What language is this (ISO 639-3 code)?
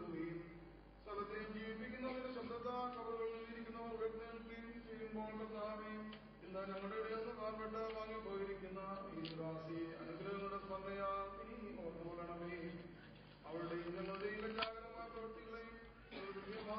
mal